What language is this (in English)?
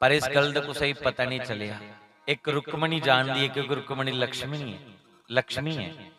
Dogri